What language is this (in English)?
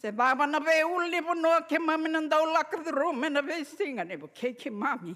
Fijian